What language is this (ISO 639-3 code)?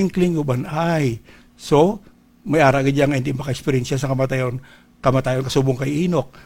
hil